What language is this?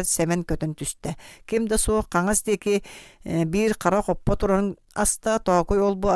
Yakut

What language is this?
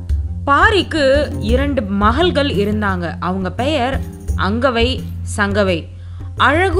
Tamil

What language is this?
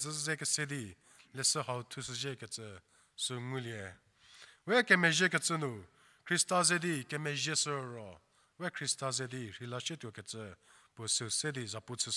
Angami Naga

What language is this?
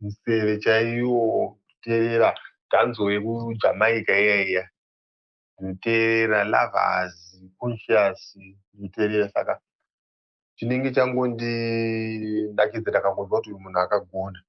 Shona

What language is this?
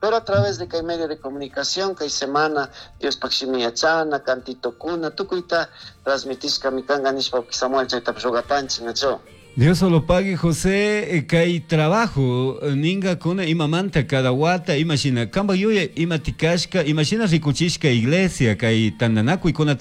Chimborazo Highland Quichua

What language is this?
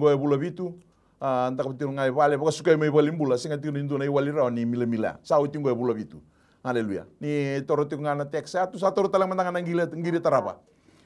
Fijian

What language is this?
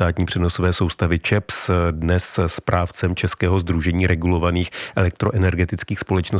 Czech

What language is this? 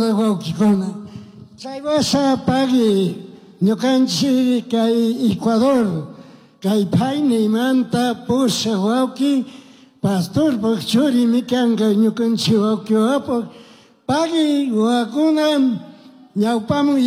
Chimborazo Highland Quichua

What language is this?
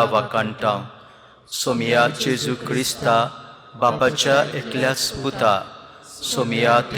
Konkani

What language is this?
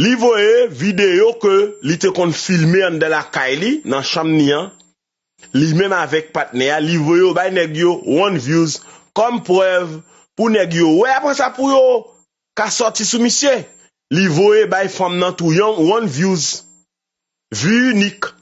Haitian Creole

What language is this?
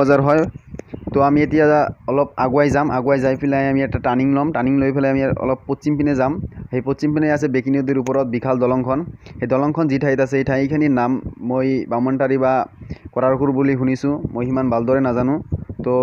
Assamese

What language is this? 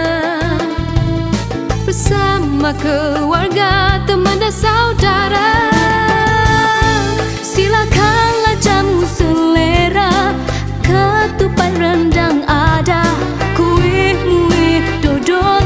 Malay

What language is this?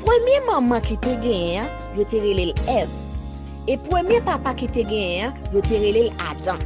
Haitian Creole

